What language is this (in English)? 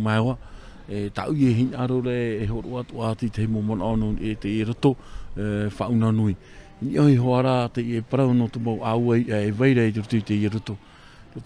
Tahitian